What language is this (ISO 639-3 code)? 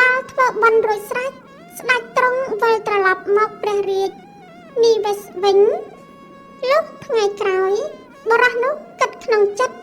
khm